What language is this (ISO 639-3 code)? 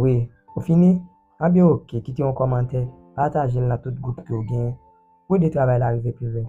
hat